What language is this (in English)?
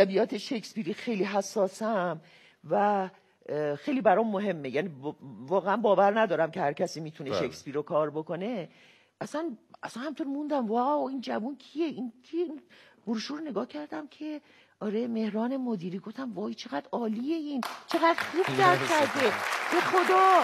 Persian